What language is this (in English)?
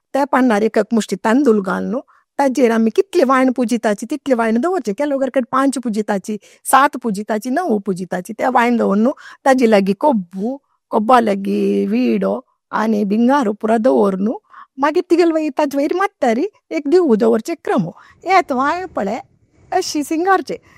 Konkani